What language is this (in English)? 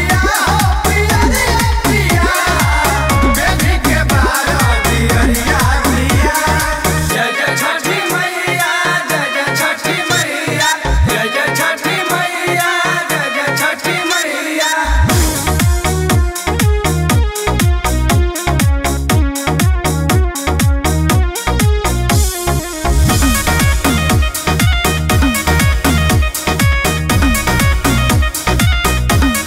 Bhojpuri